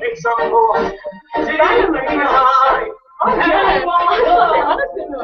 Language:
Irish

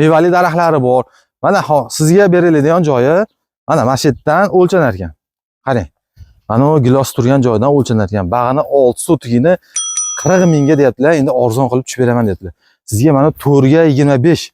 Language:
Uzbek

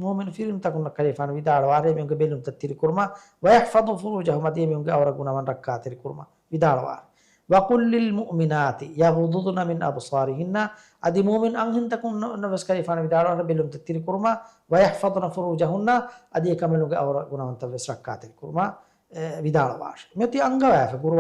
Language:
Divehi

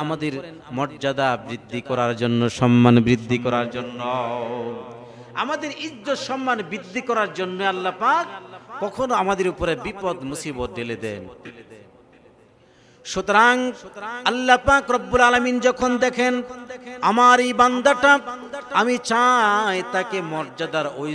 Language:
Bangla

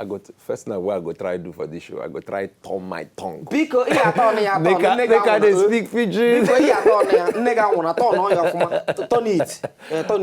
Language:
Nigerian Pidgin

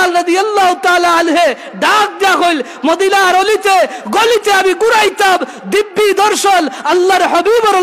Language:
Sylheti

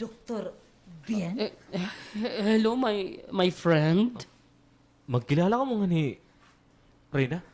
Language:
Waray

